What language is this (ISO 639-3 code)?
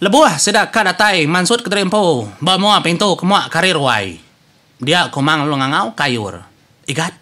iba